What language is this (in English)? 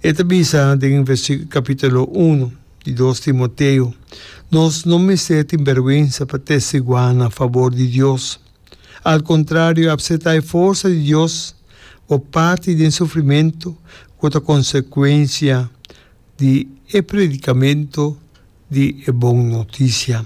Papiamento